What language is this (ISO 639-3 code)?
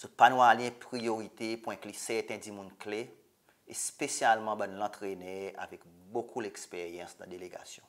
crs